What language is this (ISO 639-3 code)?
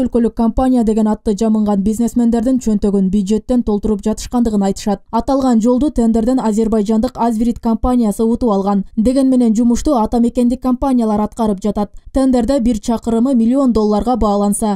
kir